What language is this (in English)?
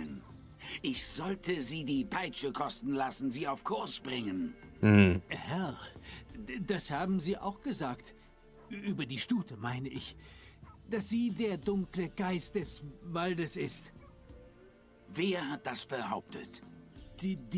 German